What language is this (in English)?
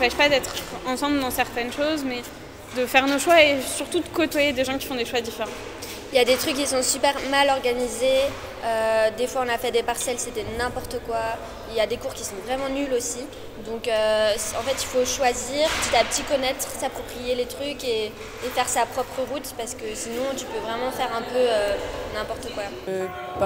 French